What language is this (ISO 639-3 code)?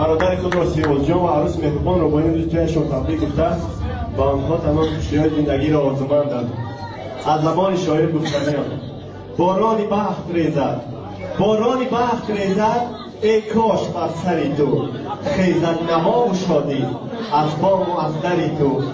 tgk